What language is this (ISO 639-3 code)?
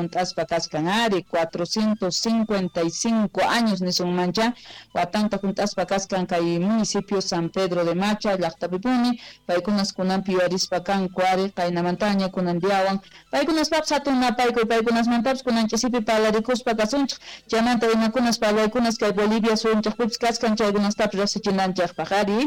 quh